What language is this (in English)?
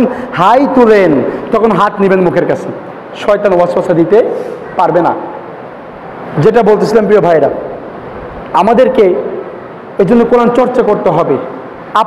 Bangla